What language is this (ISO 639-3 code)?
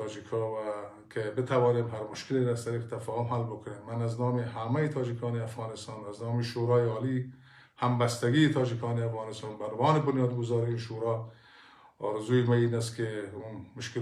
tgk